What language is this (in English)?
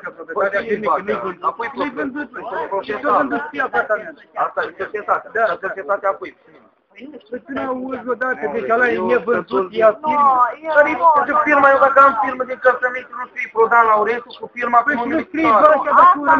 Romanian